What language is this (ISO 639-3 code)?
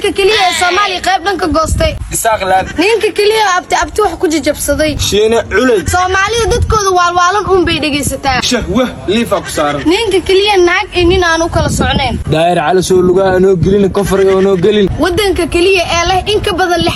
som